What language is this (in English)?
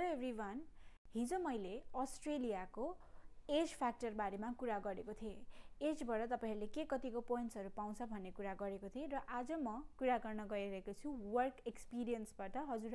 Nepali